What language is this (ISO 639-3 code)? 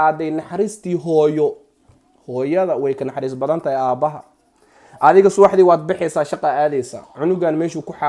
som